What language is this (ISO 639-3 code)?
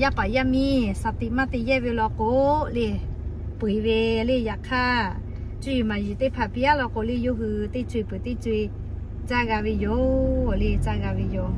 lhu